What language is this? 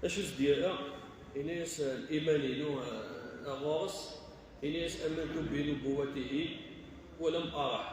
Kabyle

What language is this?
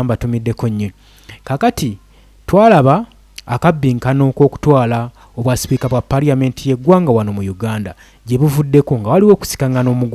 Ganda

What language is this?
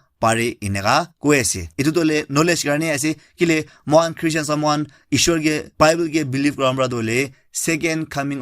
Naga Pidgin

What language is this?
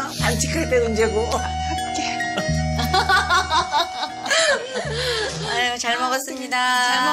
Korean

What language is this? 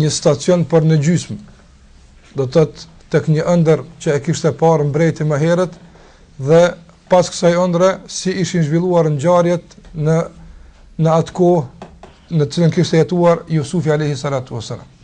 Albanian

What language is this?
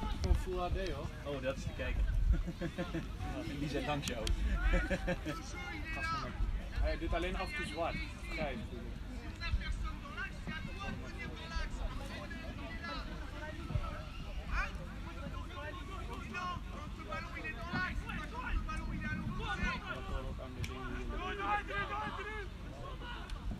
Dutch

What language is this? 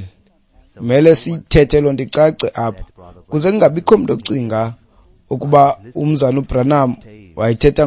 Xhosa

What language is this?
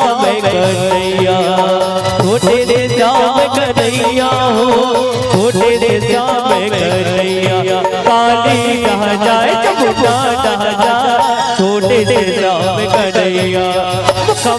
Chhattisgarhi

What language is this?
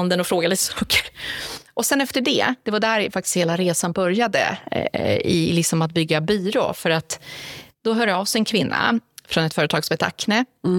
Swedish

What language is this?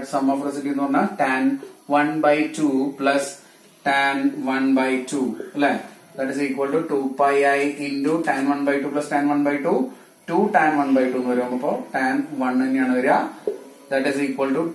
Malayalam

